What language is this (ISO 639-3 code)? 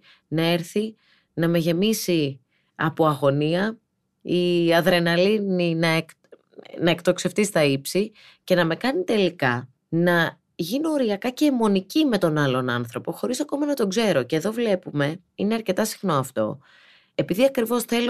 ell